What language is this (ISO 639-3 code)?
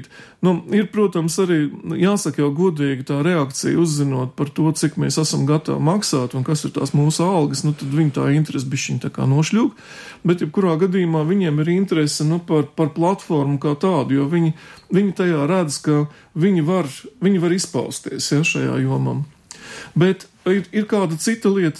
lav